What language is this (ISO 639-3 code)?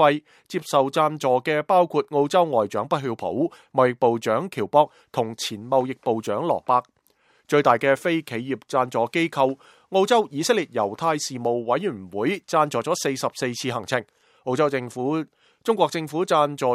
yue